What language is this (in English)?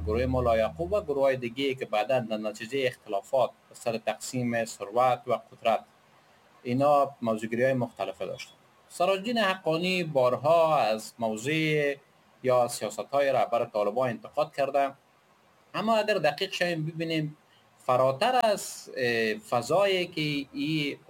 Persian